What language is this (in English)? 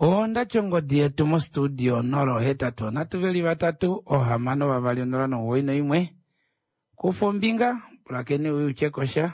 Kuanyama